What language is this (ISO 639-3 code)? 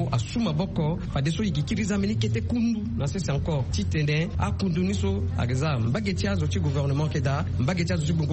sag